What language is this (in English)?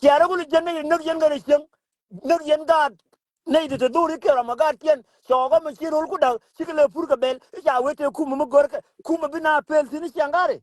Nuer